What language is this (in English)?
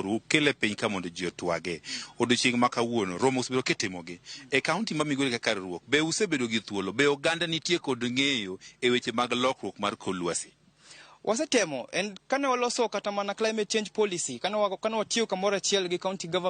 Luo (Kenya and Tanzania)